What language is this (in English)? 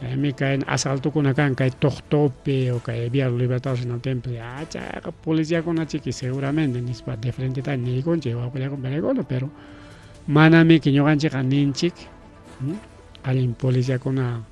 Ayacucho Quechua